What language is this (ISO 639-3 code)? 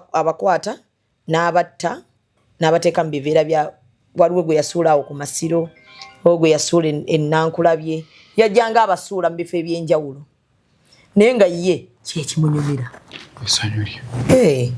lug